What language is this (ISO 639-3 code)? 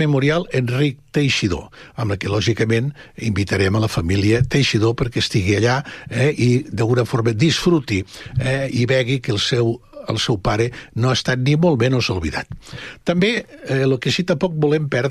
cat